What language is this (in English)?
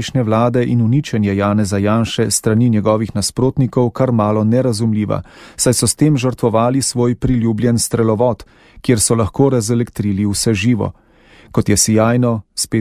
Slovenian